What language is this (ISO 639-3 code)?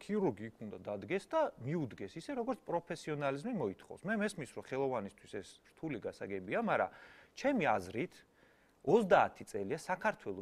kat